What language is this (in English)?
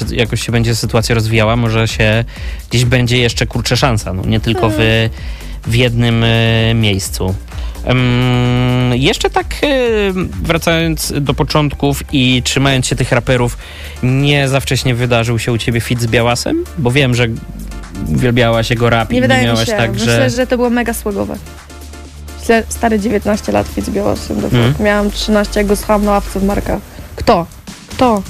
Polish